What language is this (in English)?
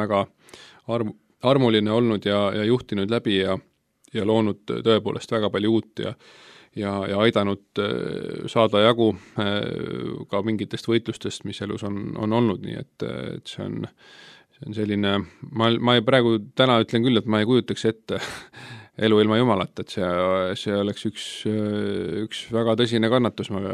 Estonian